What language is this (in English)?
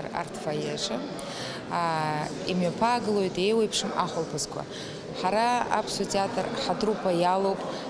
Abkhazian